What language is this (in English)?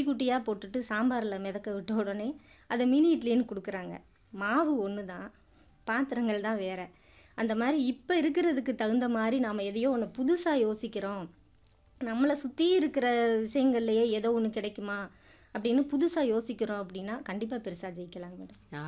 Tamil